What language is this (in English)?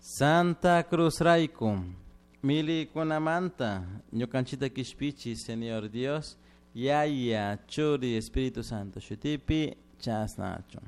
Chimborazo Highland Quichua